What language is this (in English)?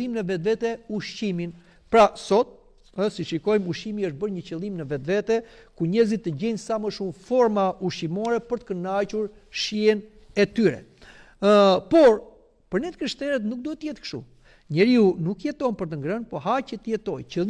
Albanian